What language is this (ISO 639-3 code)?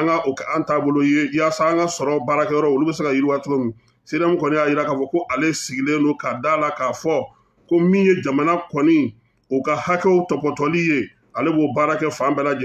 bam